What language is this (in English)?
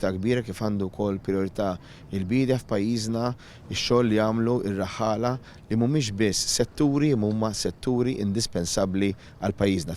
Maltese